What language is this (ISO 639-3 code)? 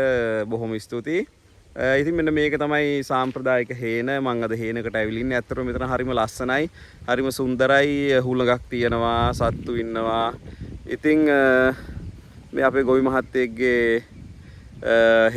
sin